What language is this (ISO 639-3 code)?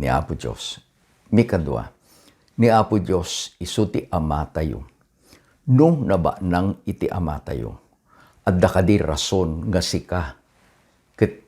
ilo